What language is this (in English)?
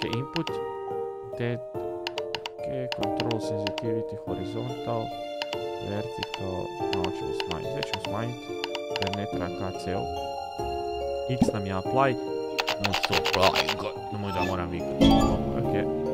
Croatian